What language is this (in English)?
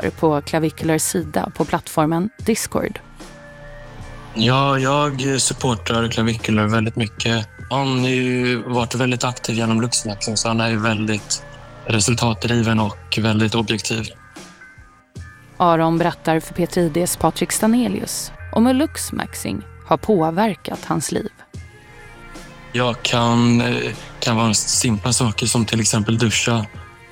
Swedish